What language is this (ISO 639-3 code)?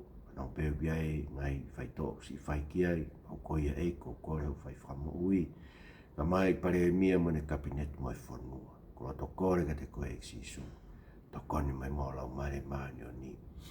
ton